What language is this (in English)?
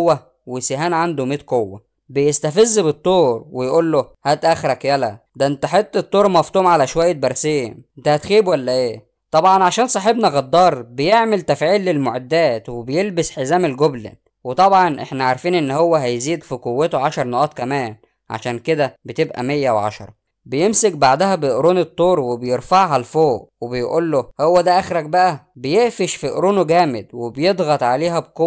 Egyptian Arabic